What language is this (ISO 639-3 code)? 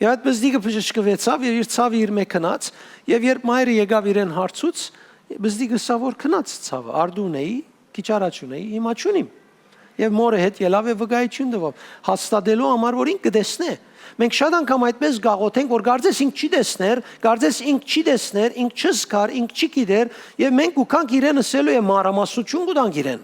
hyw